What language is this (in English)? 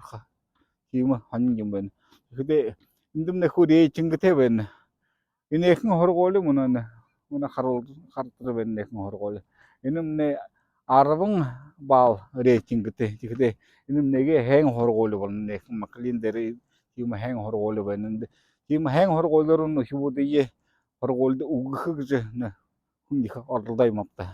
Buriat